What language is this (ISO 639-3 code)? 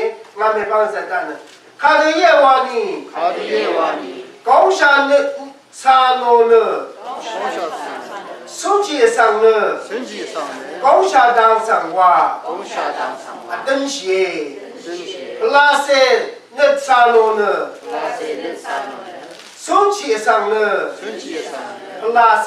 raw